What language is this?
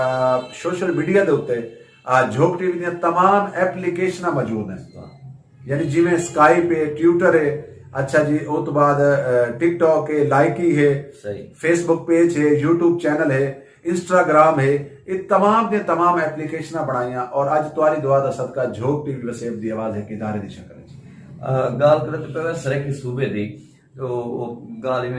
Saraiki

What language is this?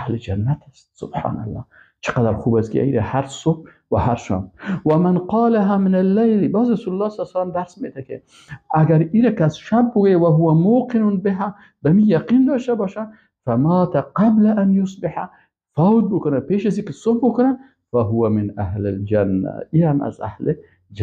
Persian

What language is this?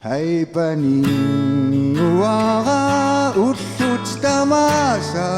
Kalaallisut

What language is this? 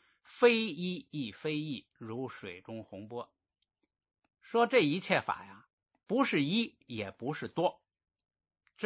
Chinese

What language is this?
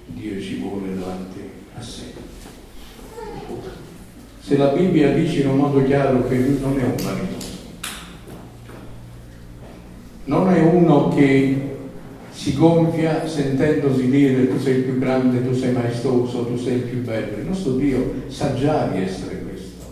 Italian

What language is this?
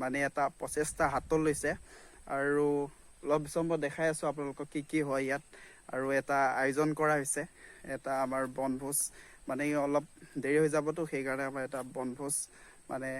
Assamese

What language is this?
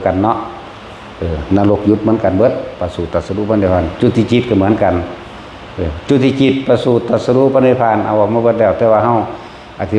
Northeastern Thai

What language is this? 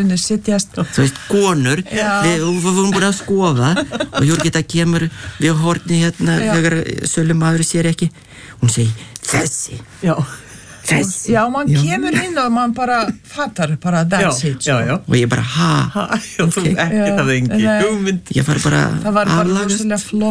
Icelandic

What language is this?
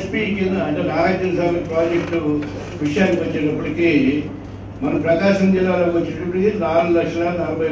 Telugu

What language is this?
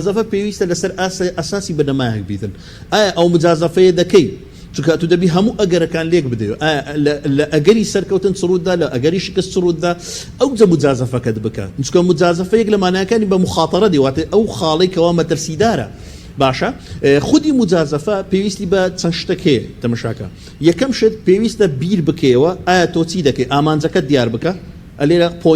Central Kurdish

